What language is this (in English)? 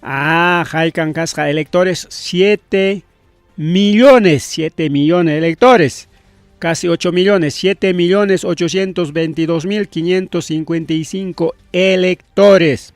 Ayacucho Quechua